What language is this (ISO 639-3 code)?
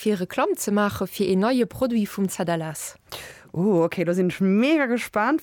ltz